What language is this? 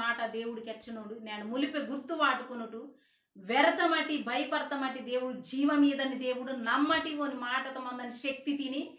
Koya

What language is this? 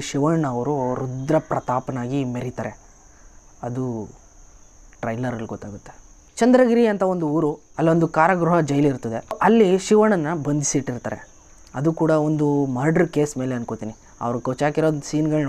Kannada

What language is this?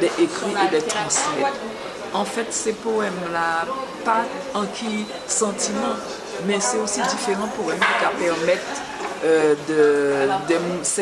Guadeloupean Creole French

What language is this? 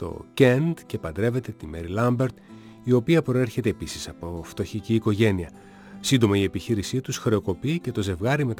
Greek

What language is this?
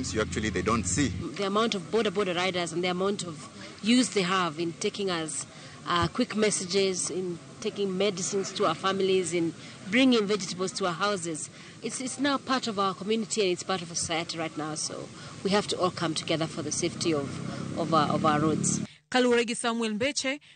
Luo (Kenya and Tanzania)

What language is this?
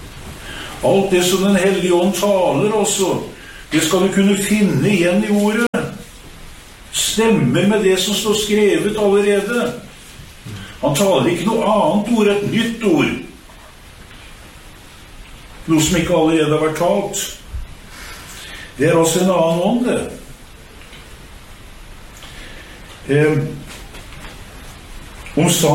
Norwegian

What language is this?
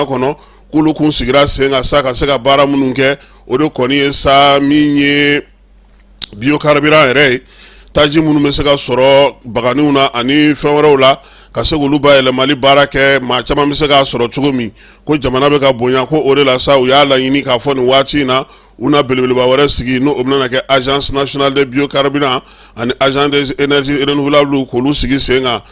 Bambara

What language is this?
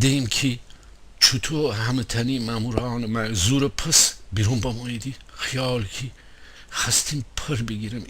Gilaki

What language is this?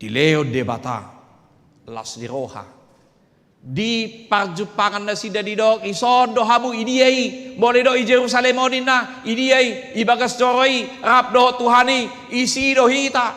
Batak Toba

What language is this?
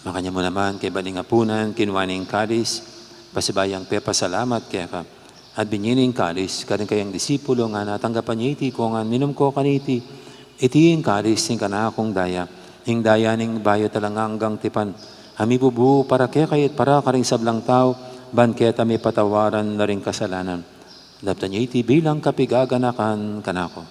Pampanga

